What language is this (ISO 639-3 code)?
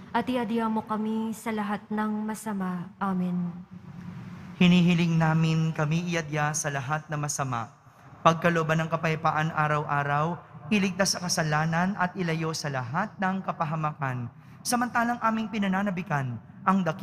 fil